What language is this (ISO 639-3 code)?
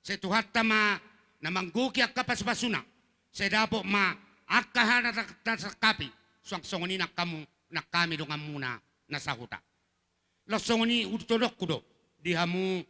bbc